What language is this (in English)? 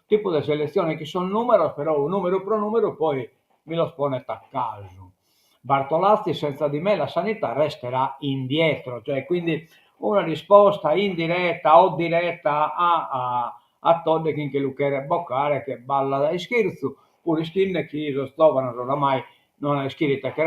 Sardinian